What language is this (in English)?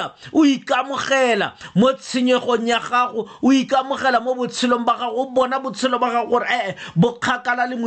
Tswana